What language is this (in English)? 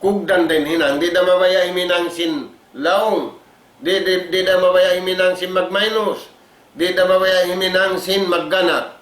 Tausug